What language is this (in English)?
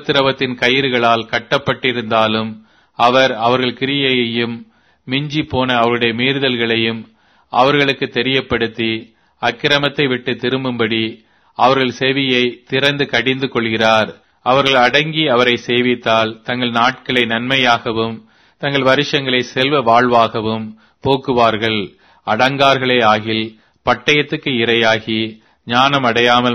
Tamil